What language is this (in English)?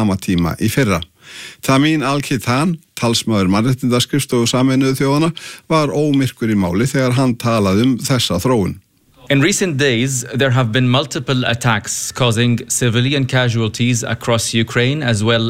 Icelandic